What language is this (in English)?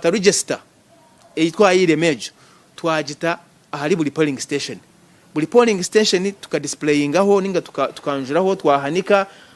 Nyankole